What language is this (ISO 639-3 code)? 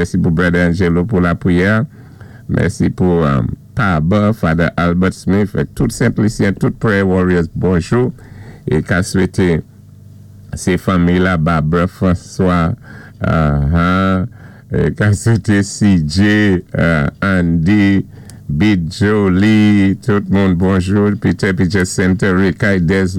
acf